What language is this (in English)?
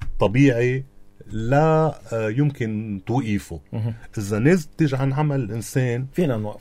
North Levantine Arabic